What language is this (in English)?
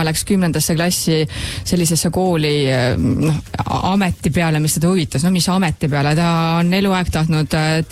Estonian